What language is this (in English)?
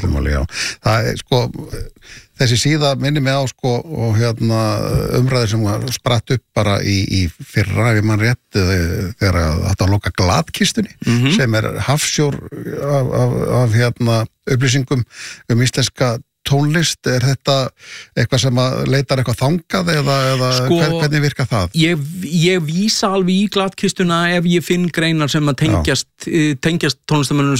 Icelandic